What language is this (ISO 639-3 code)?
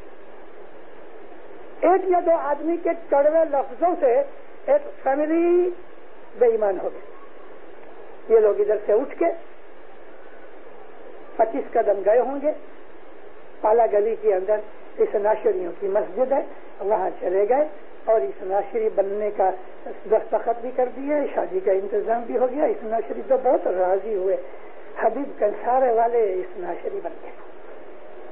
urd